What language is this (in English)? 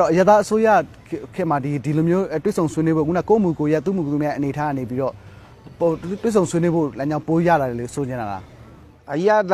Burmese